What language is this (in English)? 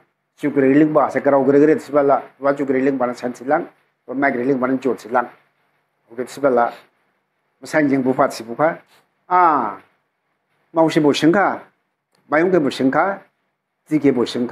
Dimasa